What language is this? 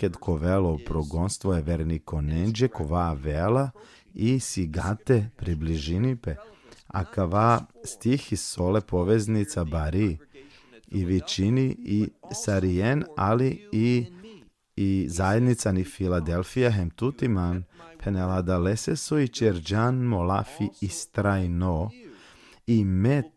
Balkan Romani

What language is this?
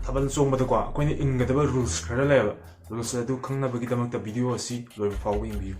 Manipuri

